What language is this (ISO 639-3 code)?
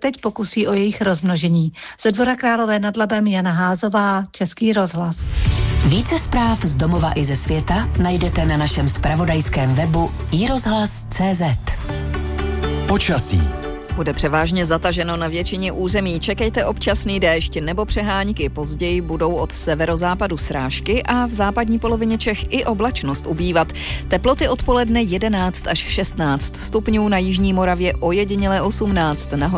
ces